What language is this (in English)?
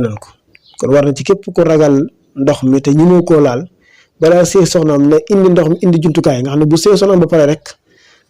Wolof